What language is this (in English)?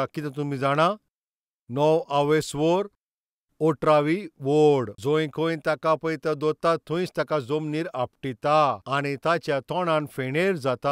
Konkani